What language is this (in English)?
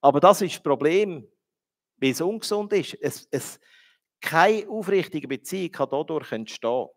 Swiss German